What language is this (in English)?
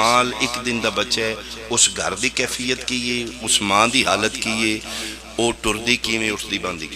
Pahari-Potwari